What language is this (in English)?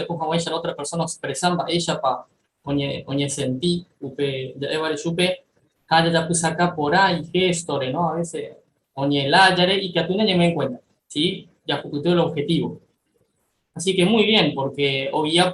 Guarani